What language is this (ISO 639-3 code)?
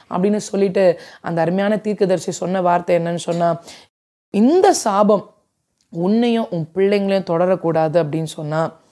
tam